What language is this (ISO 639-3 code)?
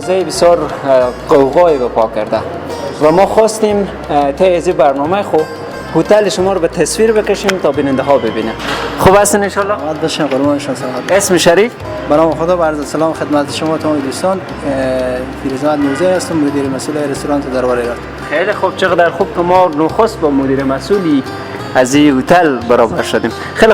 fas